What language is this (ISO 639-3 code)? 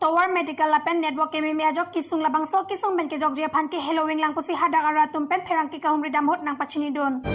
mjw